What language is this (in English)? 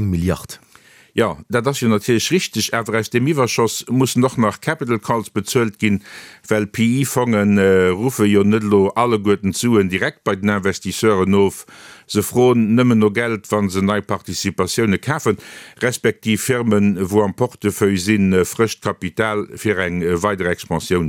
Luxembourgish